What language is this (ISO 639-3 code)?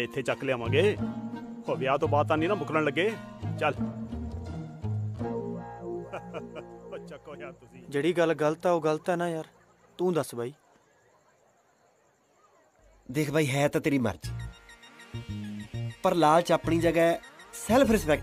pan